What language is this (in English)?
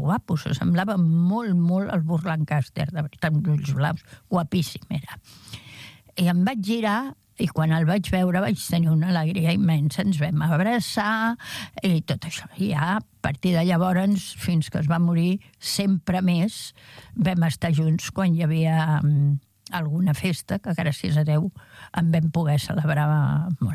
Catalan